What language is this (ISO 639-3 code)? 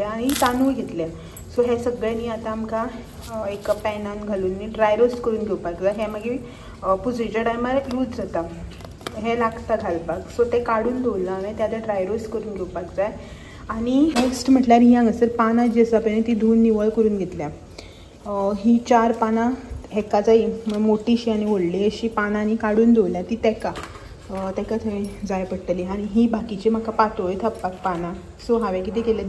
kok